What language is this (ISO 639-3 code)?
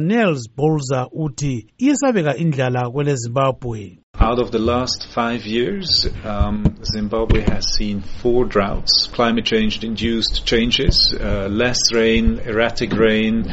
nde